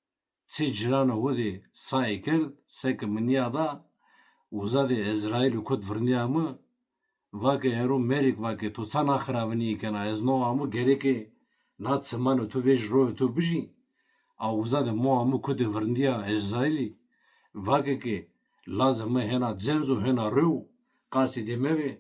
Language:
Zaza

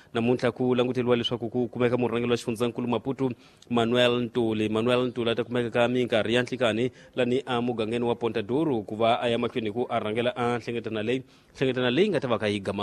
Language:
Tsonga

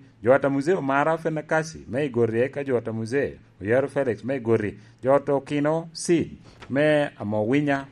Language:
Lango (Uganda)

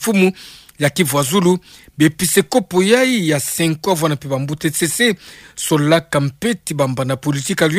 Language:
Kituba (Democratic Republic of Congo)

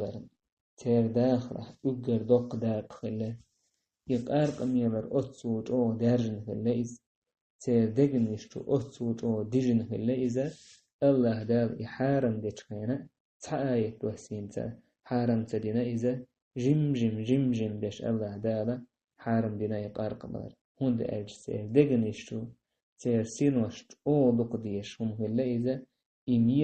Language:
Chechen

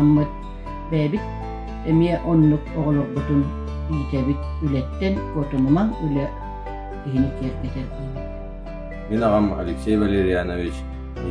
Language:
Yakut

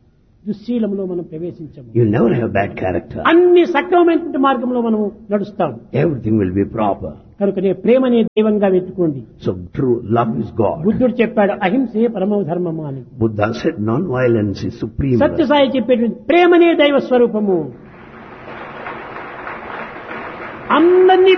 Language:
Telugu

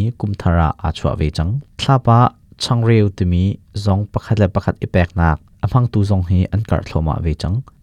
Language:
Hakha Chin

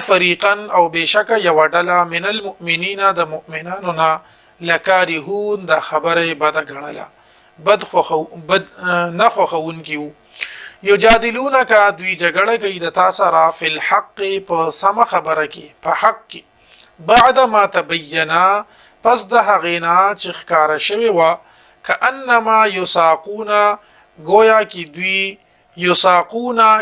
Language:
Pashto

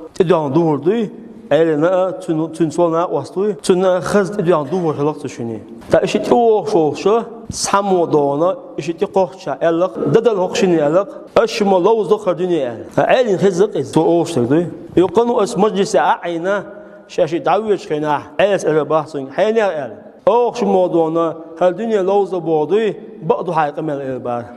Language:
Chechen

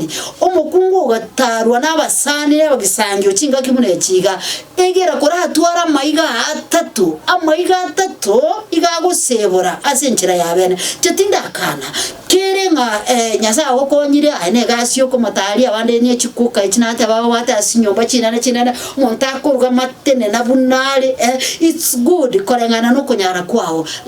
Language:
Gusii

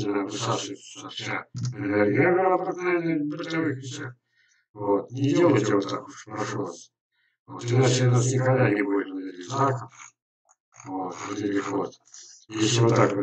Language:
Russian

